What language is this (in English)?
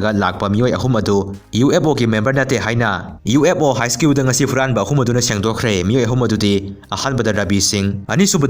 Manipuri